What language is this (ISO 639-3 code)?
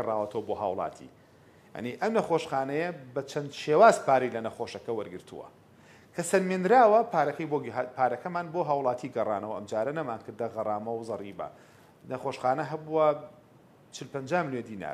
ckb